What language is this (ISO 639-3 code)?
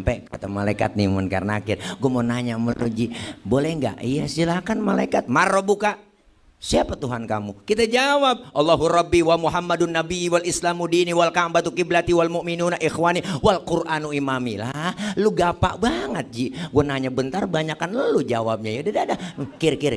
bew